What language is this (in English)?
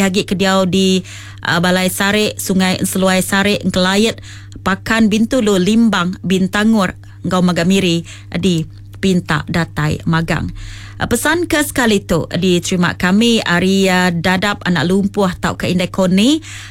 Iban